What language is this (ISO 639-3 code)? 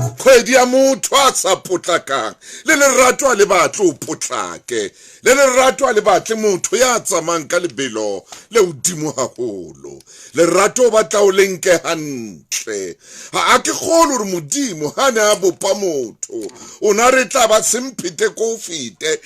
sot